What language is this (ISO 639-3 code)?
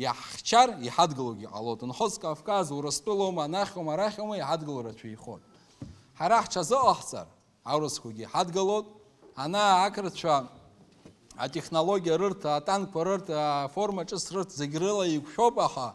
abk